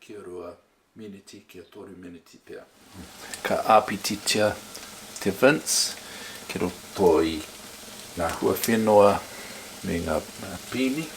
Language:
Māori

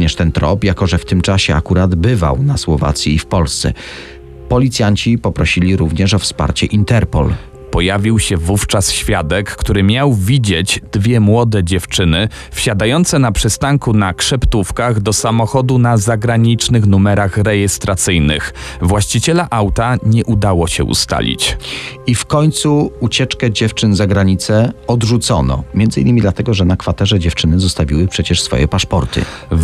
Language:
Polish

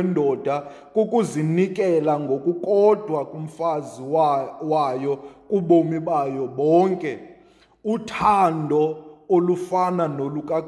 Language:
Xhosa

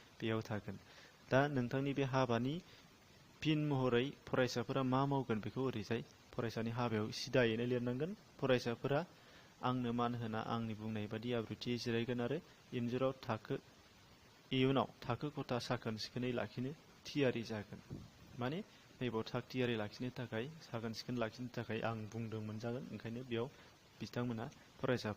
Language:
Bodo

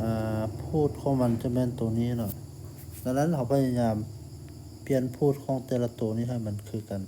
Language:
Lao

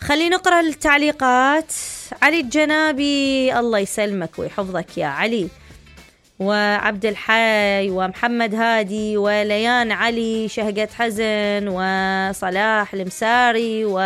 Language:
Mesopotamian Arabic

